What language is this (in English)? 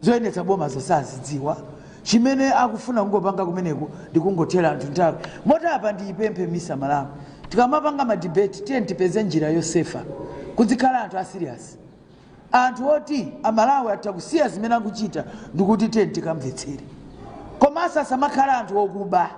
Nyanja